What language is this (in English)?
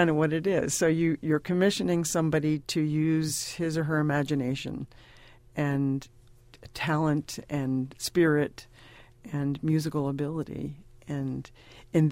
English